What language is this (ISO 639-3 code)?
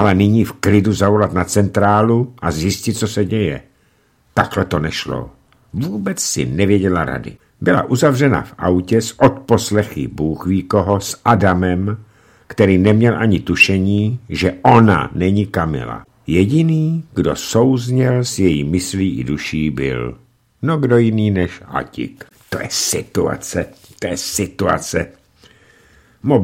ces